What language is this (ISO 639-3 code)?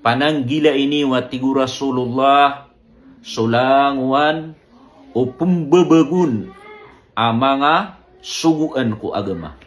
mrw